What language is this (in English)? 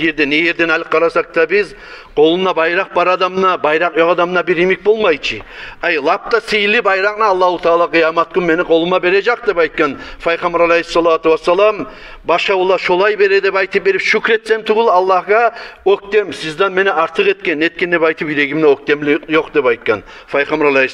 Kumyk